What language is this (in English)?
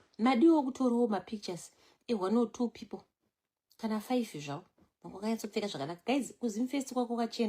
Shona